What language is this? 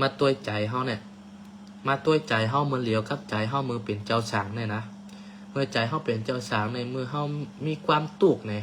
Shan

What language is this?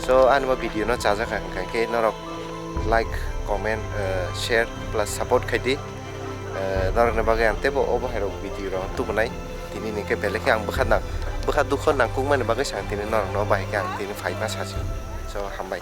Kok Borok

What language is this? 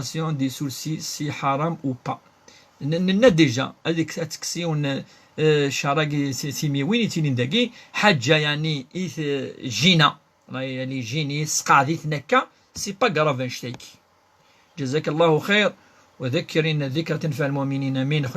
Kabyle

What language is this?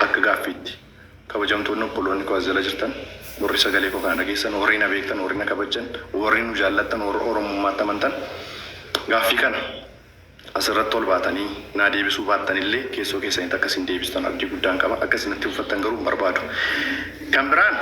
Oromo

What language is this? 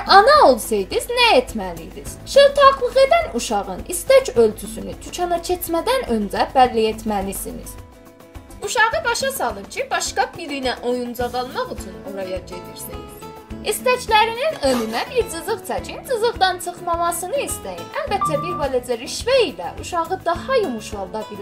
South Azerbaijani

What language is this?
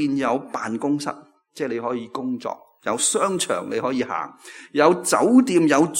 Cantonese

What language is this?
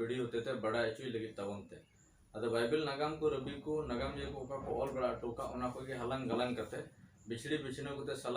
Santali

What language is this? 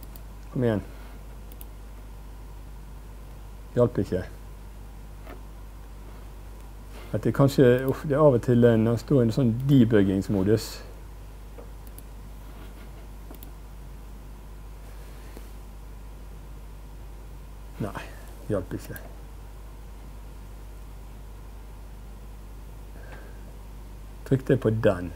Norwegian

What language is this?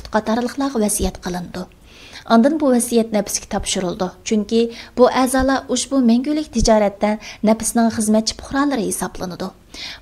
Uyghur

